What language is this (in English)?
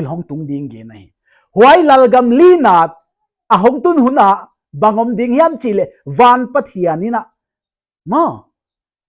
Paite Chin